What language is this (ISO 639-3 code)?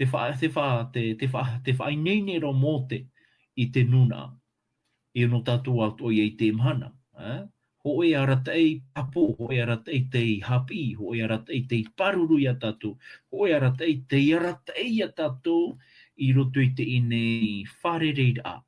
tah